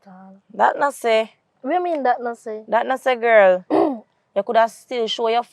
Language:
Jamaican Creole English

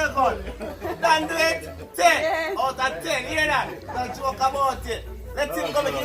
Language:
Jamaican Creole English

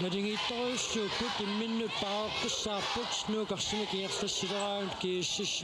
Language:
Kalaallisut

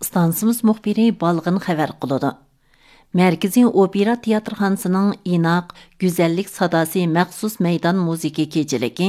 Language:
Uyghur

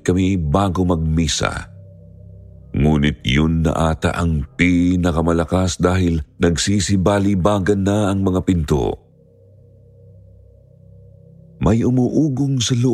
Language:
Filipino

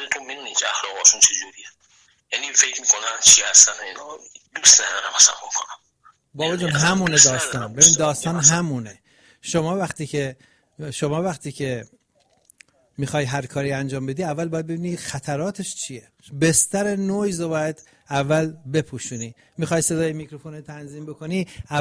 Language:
Persian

